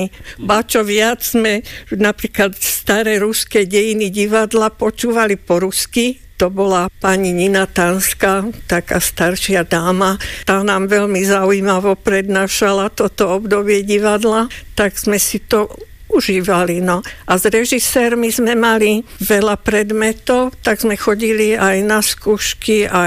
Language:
Slovak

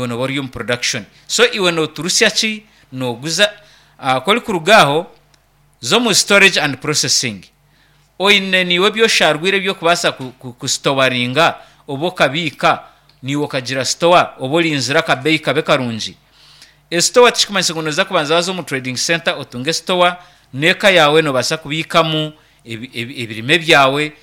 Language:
Nyankole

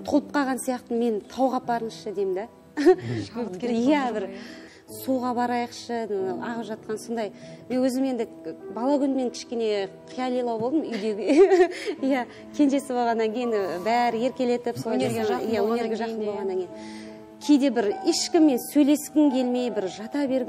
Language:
Kazakh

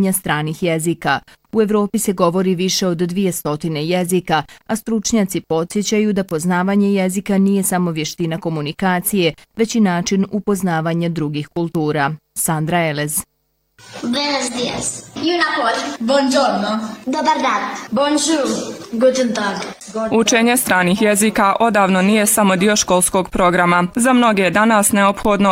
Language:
Bosnian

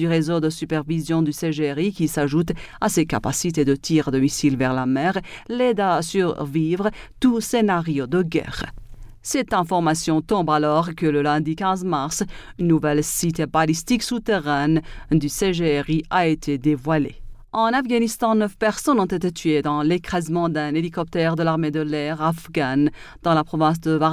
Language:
French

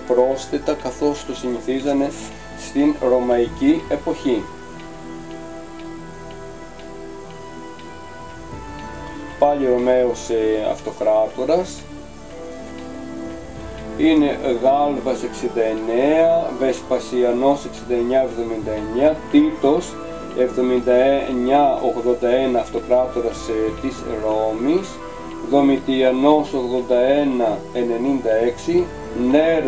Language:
Greek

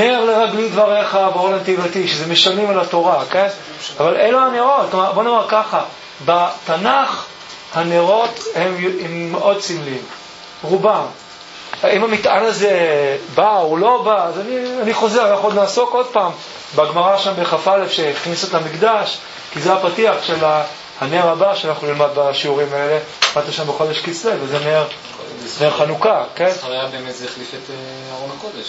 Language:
Hebrew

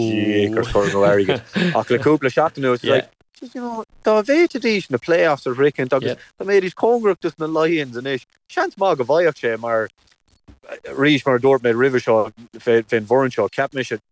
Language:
Irish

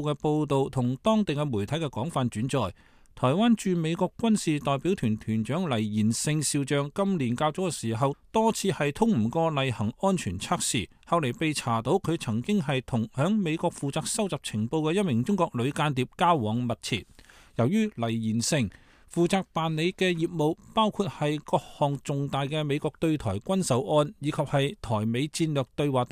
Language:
Cantonese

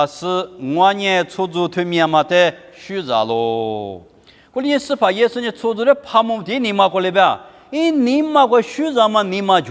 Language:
Lisu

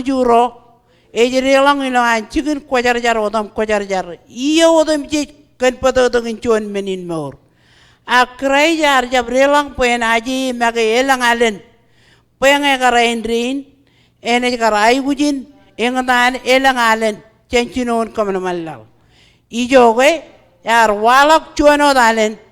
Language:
Marshallese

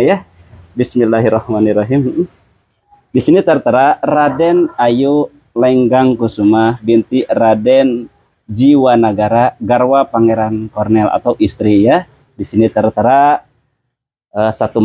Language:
Indonesian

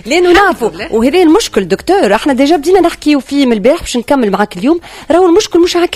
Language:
Tunisian Arabic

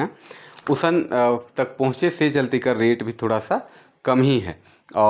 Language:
Sadri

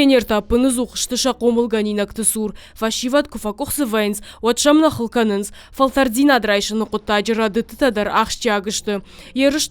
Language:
Ossetic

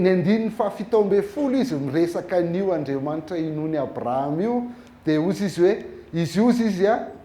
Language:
Malagasy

